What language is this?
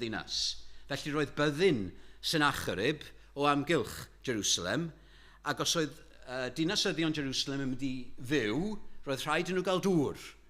Welsh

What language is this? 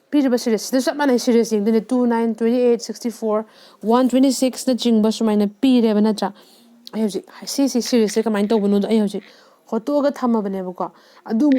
Manipuri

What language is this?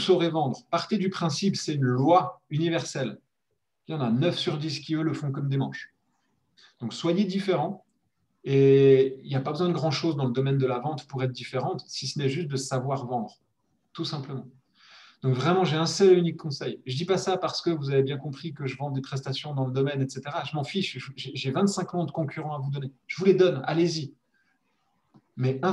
French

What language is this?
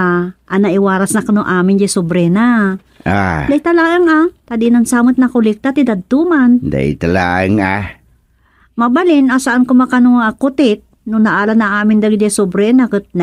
Iloko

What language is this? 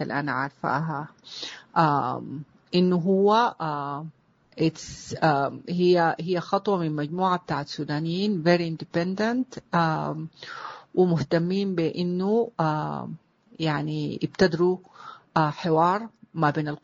Sudanese Arabic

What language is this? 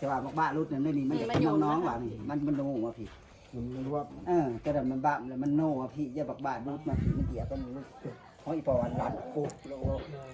Northeastern Thai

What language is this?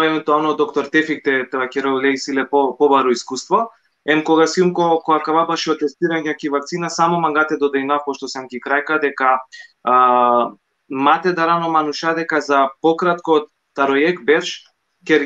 Balkan Romani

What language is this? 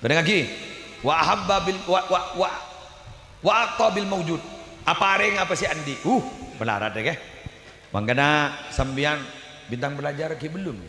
Madurese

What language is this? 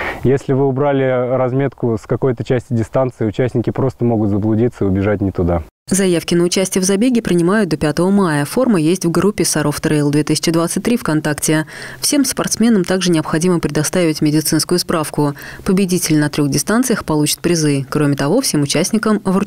Russian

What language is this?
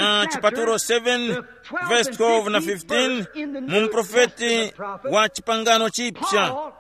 Tumbuka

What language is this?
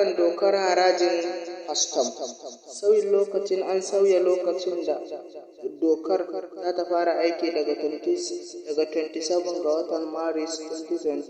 Hausa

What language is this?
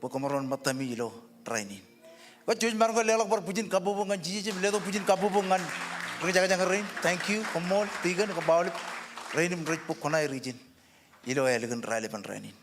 Marshallese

